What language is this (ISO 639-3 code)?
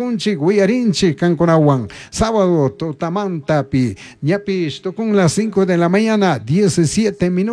qug